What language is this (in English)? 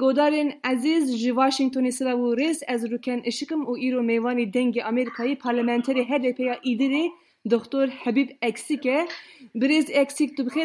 Kurdish